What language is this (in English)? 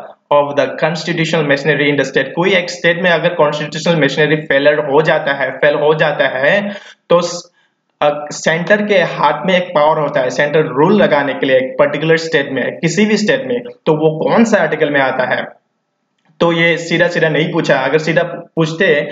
Hindi